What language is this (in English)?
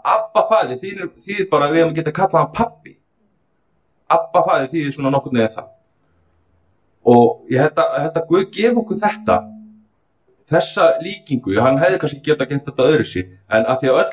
Icelandic